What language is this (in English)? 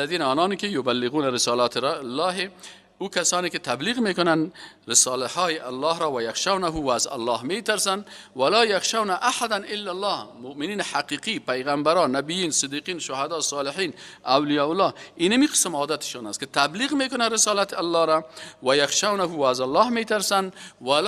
Persian